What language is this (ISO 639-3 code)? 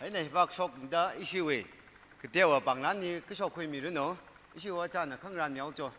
nmf